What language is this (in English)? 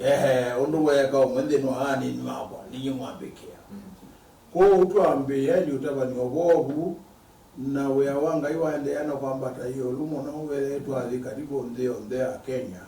Kamba